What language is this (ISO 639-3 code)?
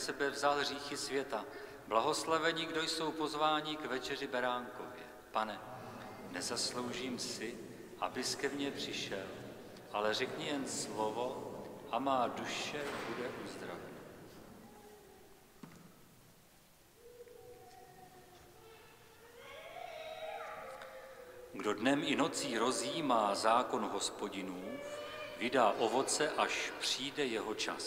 ces